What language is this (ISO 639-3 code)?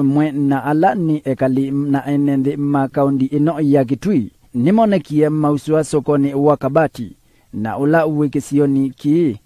kam